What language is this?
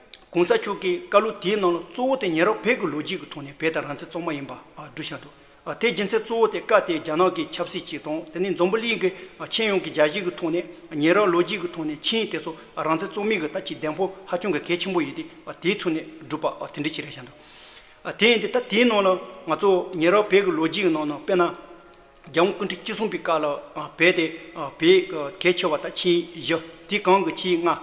Tibetan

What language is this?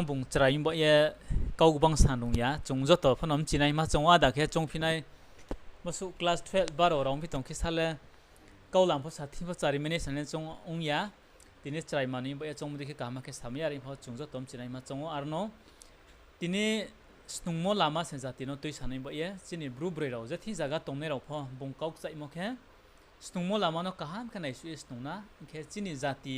Riang (India)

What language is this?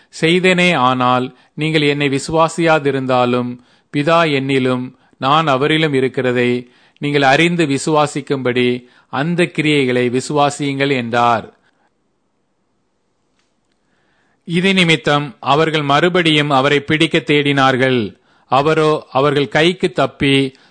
Tamil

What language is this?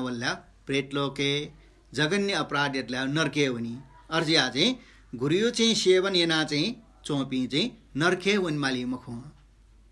Newari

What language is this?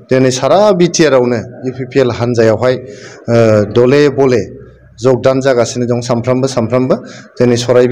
Bodo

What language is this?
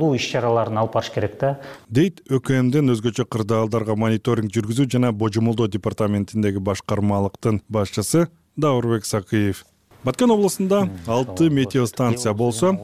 Kyrgyz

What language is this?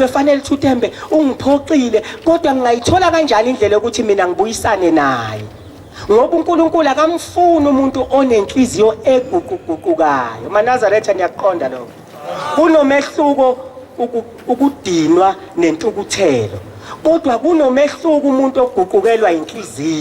Zulu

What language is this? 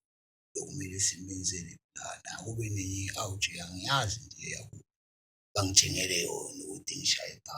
Zulu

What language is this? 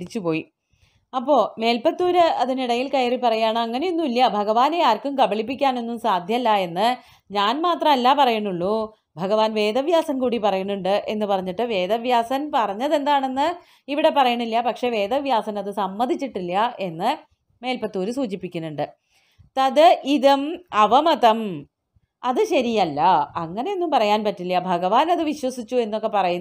Malayalam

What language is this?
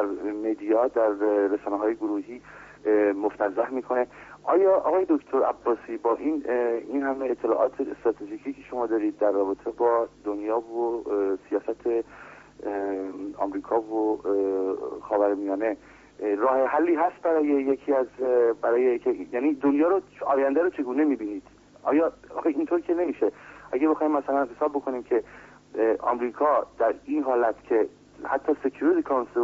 Persian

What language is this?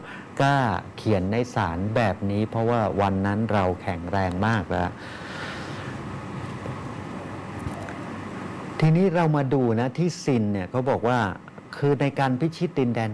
Thai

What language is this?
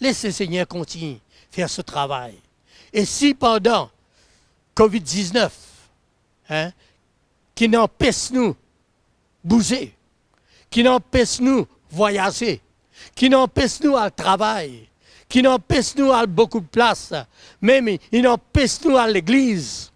Morisyen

